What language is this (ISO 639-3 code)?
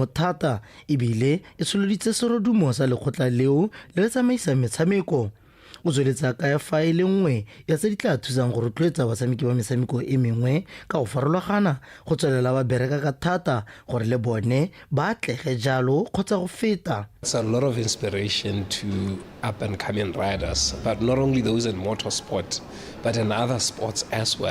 tsn